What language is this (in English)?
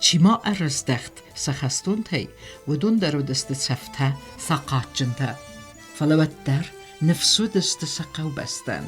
Ossetic